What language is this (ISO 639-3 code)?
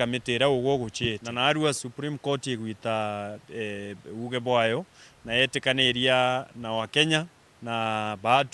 mer